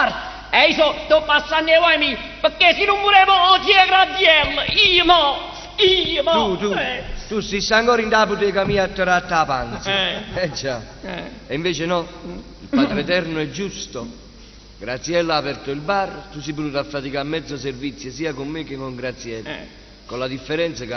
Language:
Neapolitan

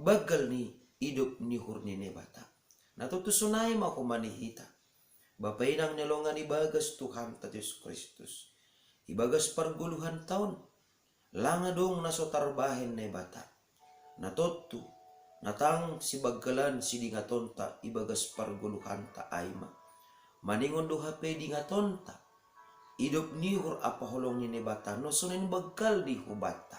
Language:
Batak Simalungun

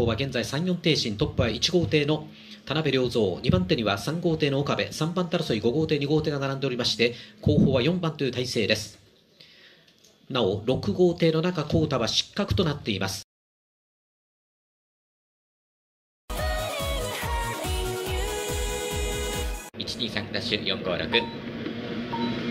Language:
Japanese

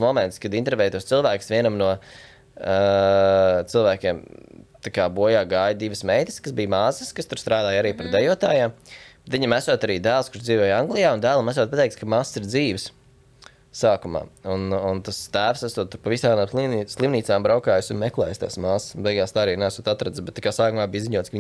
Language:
Latvian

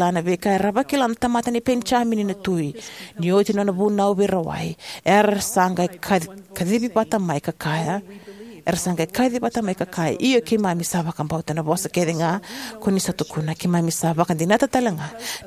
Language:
Fijian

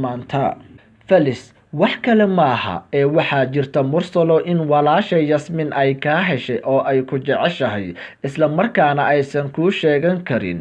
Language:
Somali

